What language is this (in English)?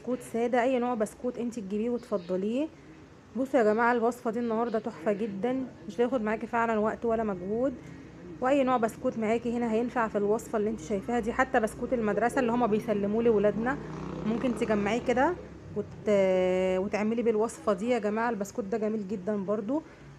Egyptian Arabic